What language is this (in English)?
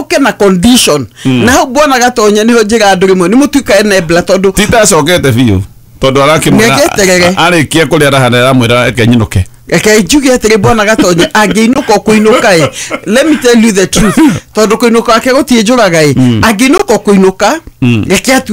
Kikuyu